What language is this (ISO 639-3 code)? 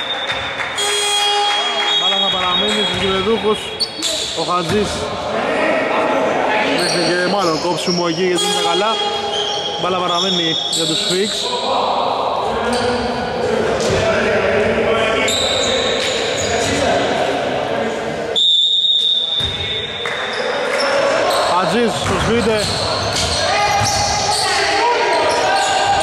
ell